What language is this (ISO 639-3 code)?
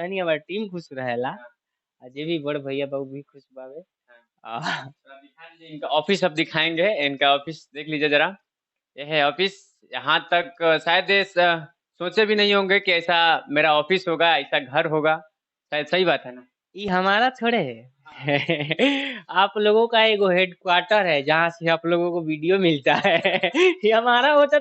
bho